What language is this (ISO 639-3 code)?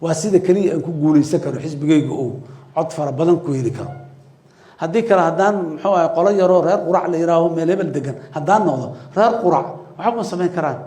som